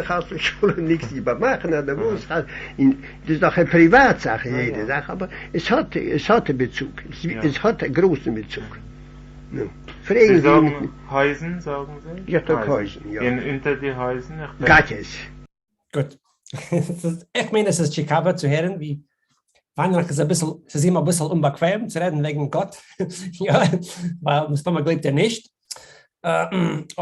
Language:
Yiddish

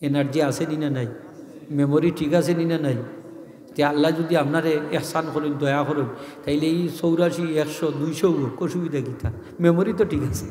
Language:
Sylheti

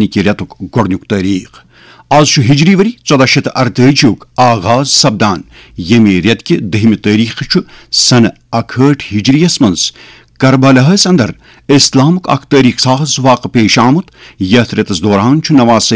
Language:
Kashmiri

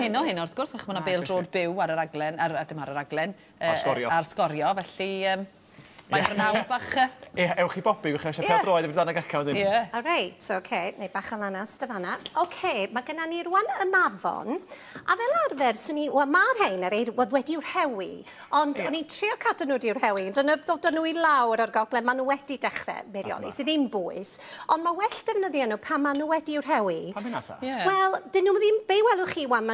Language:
Welsh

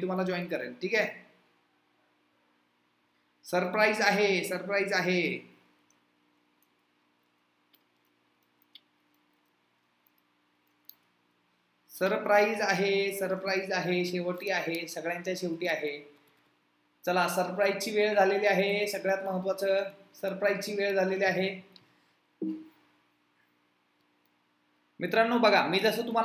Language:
Marathi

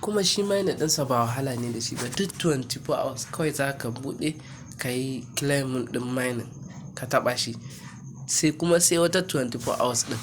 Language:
Hausa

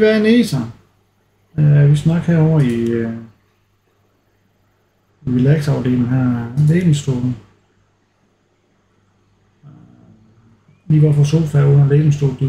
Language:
Danish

